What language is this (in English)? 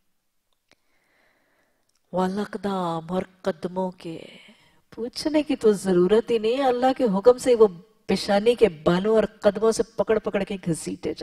Urdu